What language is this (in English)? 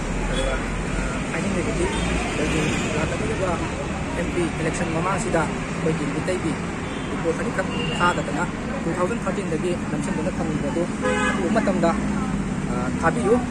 Manipuri